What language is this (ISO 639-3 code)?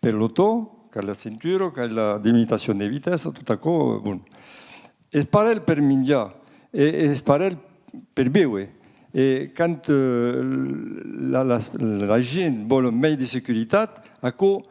oci